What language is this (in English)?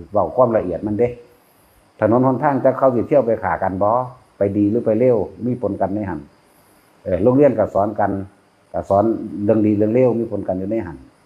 Northeastern Thai